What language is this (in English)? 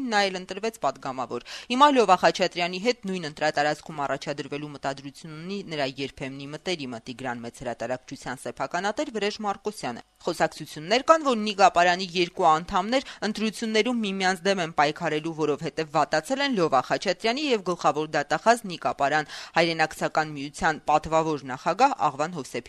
Armenian